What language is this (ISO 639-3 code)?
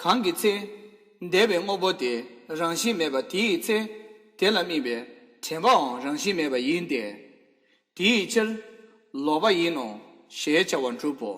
bod